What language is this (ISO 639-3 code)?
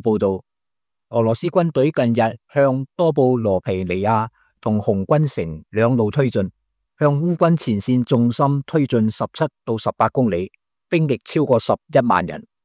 yue